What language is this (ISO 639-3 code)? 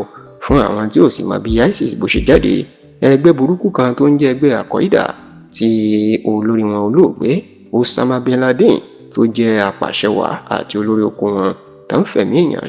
yor